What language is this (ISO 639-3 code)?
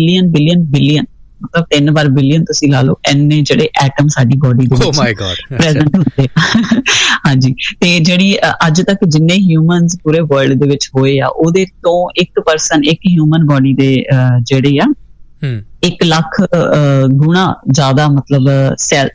pan